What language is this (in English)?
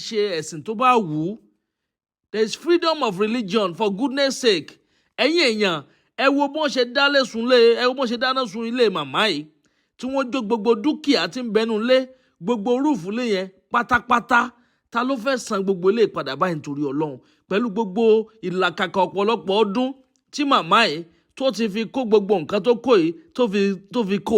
Yoruba